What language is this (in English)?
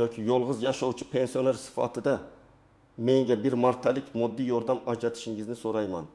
Uzbek